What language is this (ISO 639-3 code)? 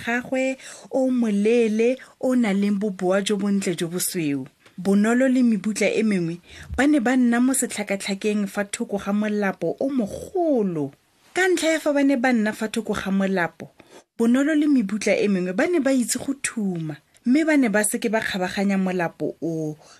tsn